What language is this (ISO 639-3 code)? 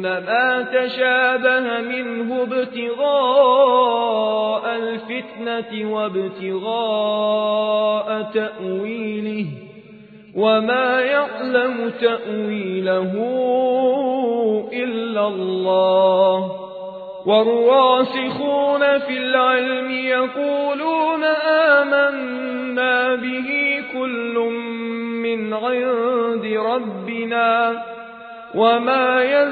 ara